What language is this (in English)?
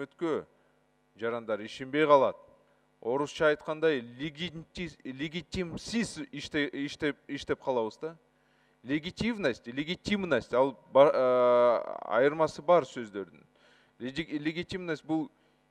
Kyrgyz